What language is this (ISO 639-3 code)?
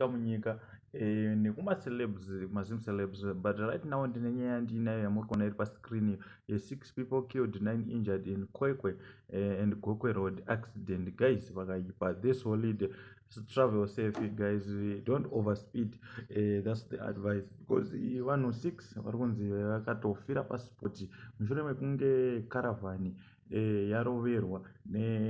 sna